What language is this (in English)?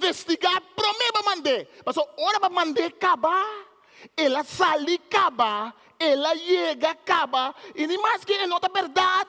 Papiamento